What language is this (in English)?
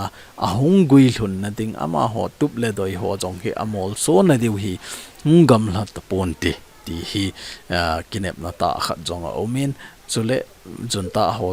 Thado Chin